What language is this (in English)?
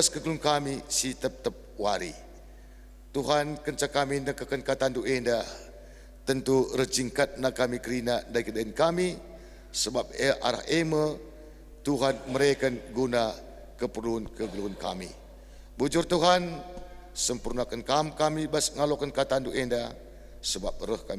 Batak Karo